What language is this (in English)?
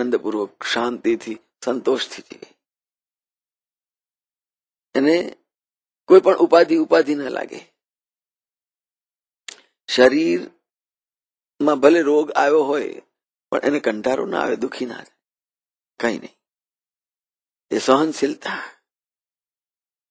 Gujarati